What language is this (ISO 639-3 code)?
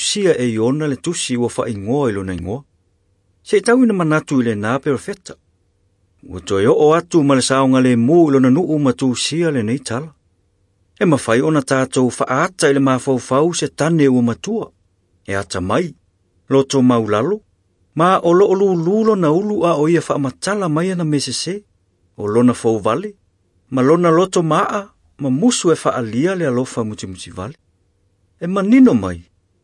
smo